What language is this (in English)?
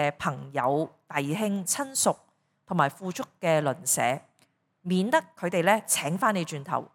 Cantonese